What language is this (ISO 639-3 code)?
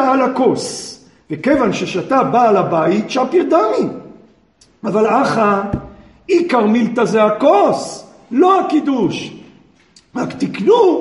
heb